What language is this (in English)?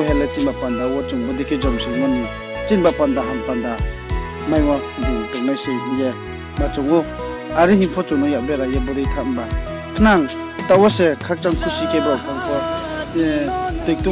Riang (India)